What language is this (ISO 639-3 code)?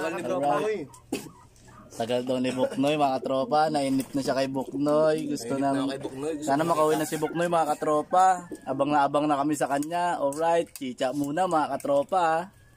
fil